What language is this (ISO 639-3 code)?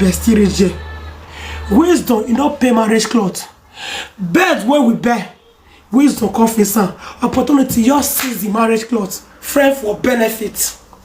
pcm